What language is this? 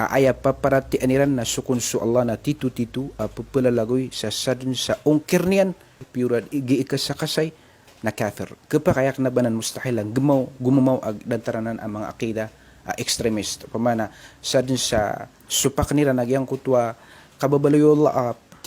Maranao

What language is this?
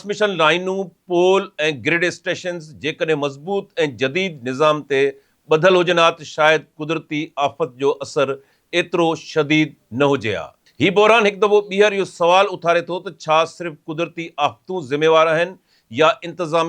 Sindhi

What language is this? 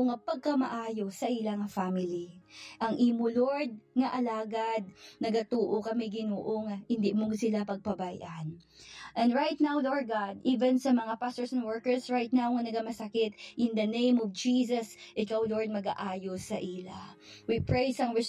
Hiligaynon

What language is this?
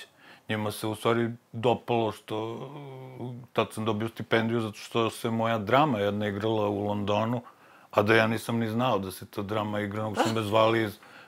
Serbian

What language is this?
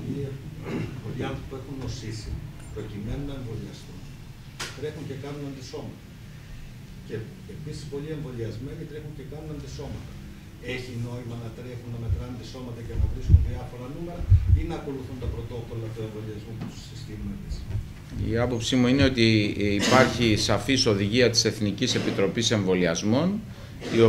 Greek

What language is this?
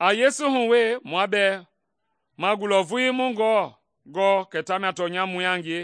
Mende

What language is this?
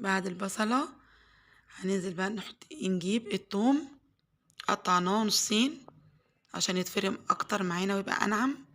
Egyptian Arabic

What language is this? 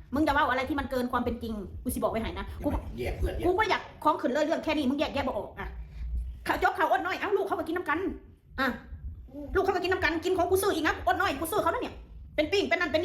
Northeastern Thai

